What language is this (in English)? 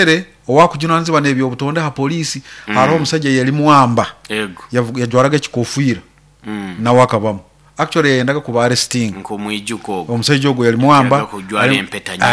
Nyoro